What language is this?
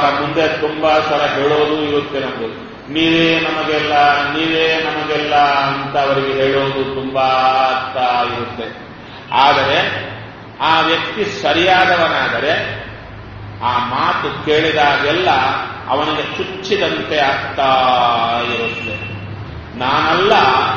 Kannada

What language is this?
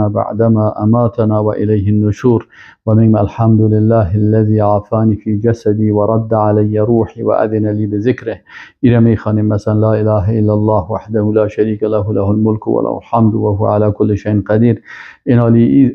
Persian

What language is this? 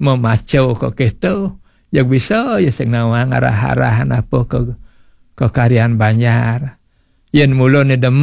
Balinese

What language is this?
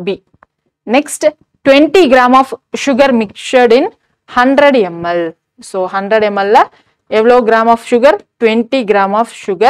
Tamil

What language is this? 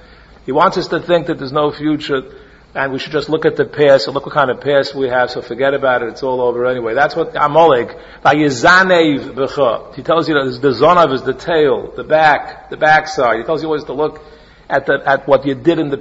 English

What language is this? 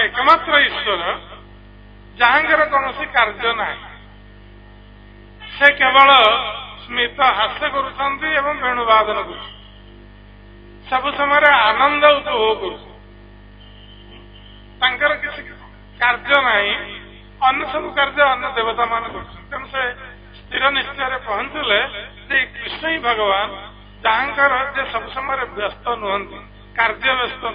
Odia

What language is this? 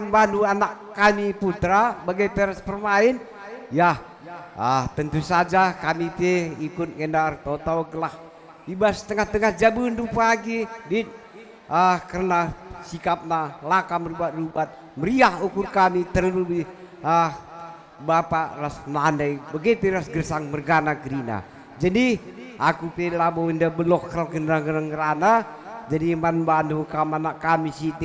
Batak Karo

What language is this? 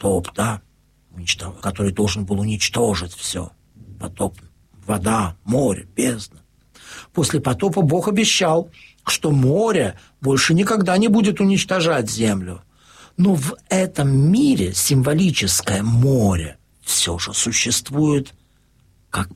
Russian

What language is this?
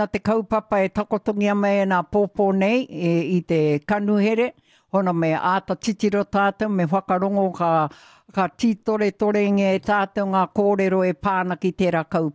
Māori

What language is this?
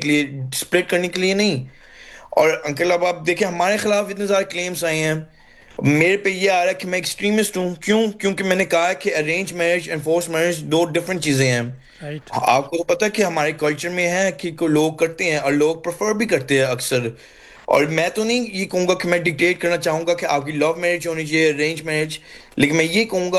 Urdu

